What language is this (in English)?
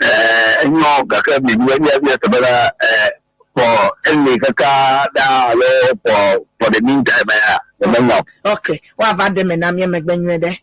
Ewe